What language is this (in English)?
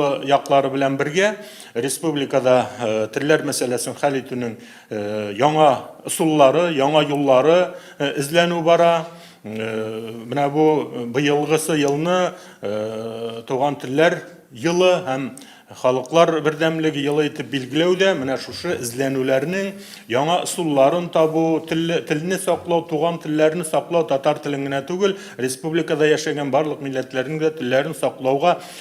Tatar